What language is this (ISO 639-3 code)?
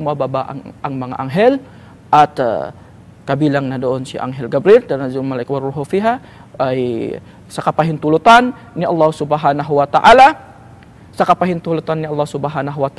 fil